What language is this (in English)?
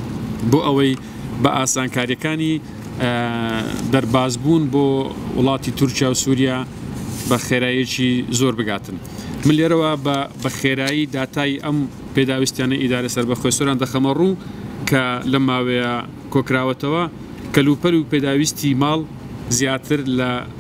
Central Kurdish